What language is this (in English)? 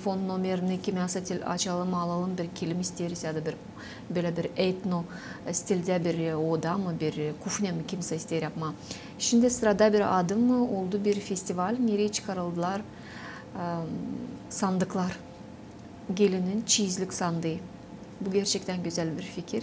Gagauz